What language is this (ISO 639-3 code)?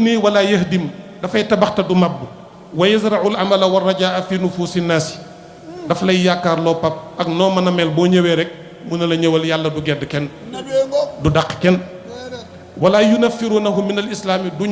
wol